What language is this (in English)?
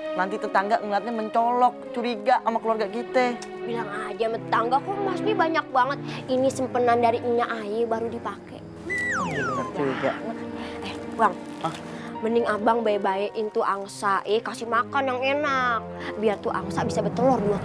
Betawi